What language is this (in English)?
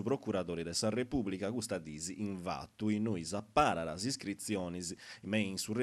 Sardinian